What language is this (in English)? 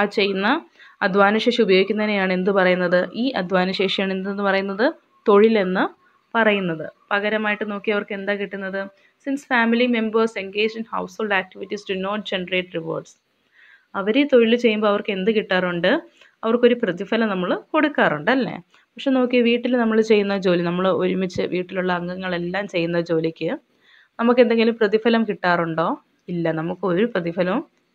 Malayalam